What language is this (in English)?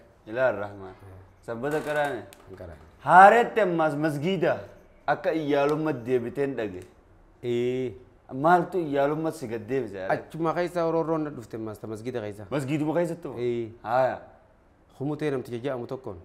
Oromo